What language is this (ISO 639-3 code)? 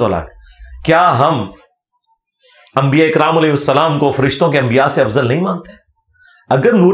urd